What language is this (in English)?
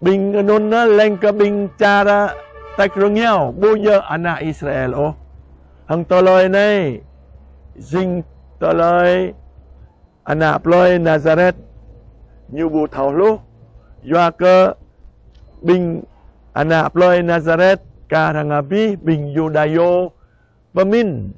Jarai